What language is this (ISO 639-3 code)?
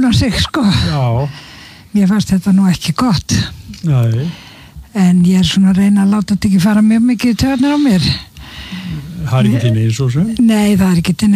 isl